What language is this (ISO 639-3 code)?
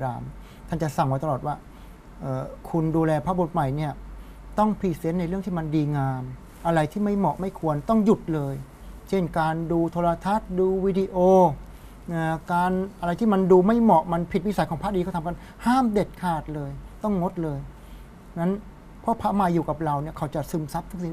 tha